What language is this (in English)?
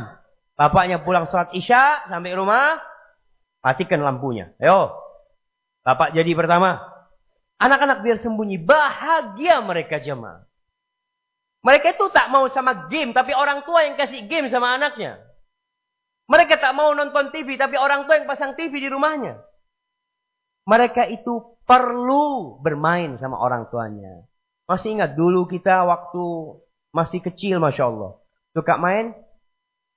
Indonesian